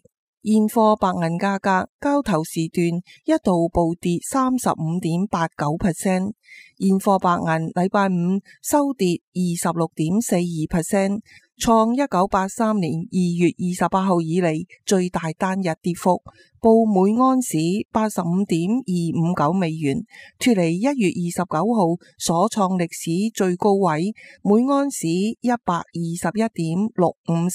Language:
Cantonese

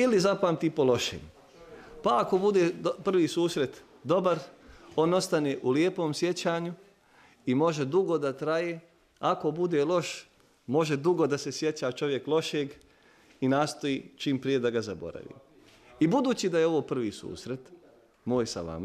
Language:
Bosnian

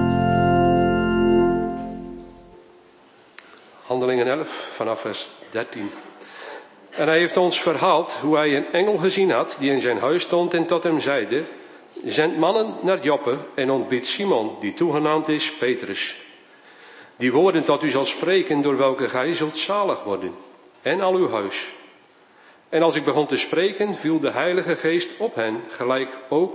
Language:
Dutch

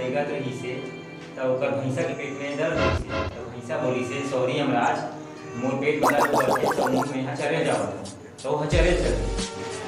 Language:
Chhattisgarhi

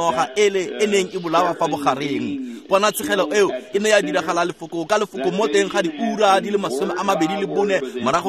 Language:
Tswana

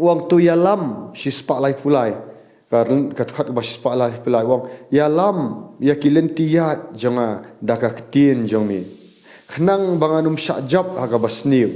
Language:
Khasi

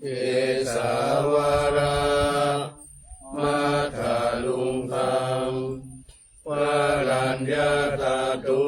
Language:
Pali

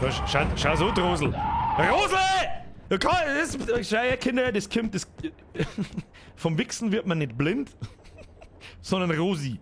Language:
Bavarian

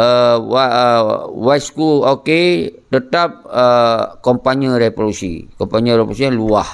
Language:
Achinese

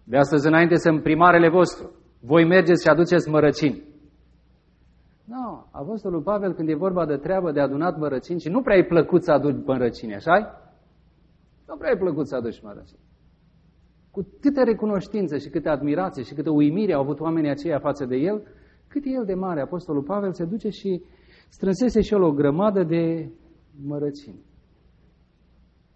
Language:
Romanian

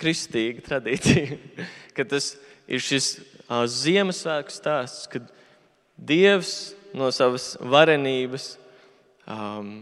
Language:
Latvian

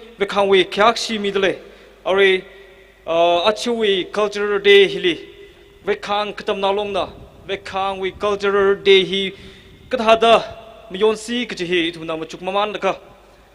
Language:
Tangkhul Naga (India)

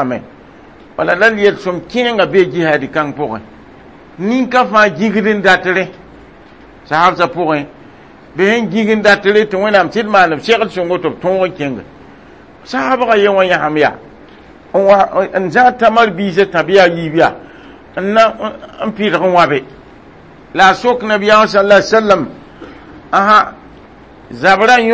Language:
Mossi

